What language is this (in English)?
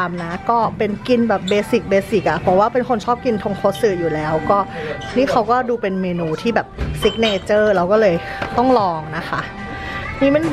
Thai